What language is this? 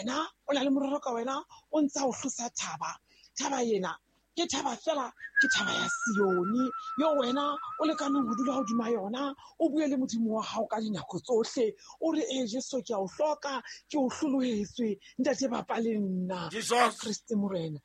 Southern Sotho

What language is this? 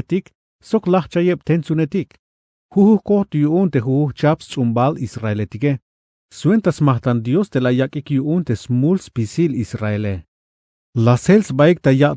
Tzeltal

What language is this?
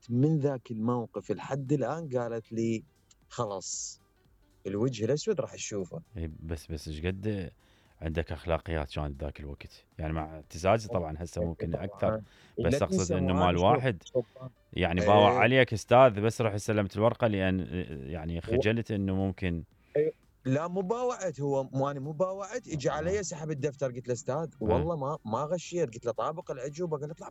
Mesopotamian Arabic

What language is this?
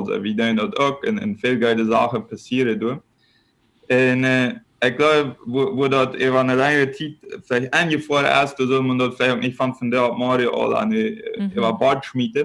Plautdietsch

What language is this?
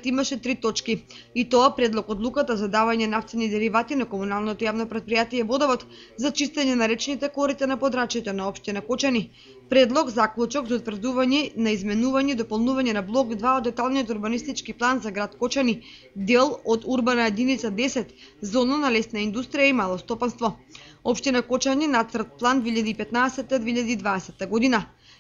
Macedonian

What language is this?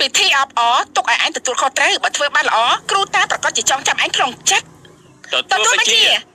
Khmer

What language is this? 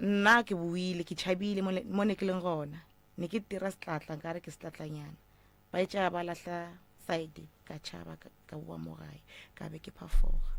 Northern Sotho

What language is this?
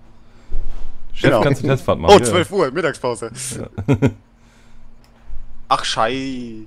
German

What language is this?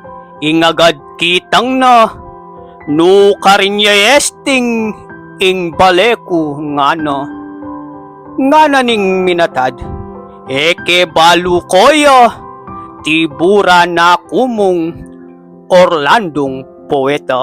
Pampanga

